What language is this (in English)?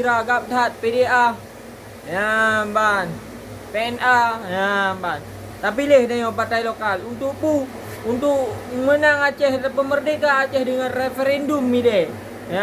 Achinese